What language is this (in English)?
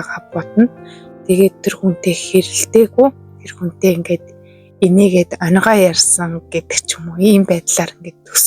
Mongolian